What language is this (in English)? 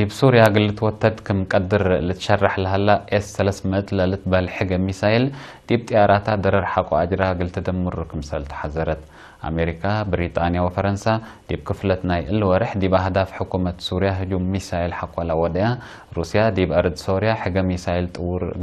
Tigre